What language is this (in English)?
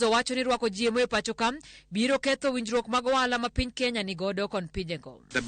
Luo (Kenya and Tanzania)